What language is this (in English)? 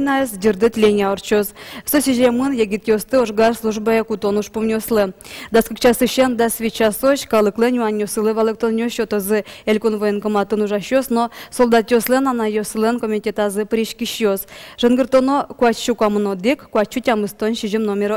Udmurt